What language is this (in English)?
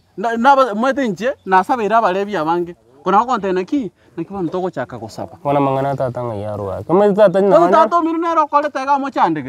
Gusii